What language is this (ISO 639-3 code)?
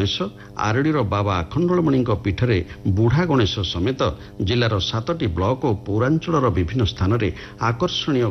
ori